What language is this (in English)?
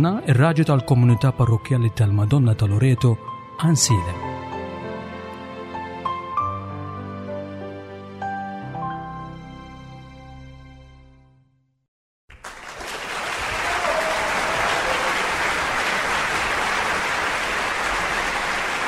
Maltese